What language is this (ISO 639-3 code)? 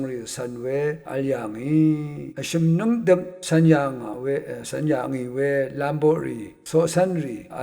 raw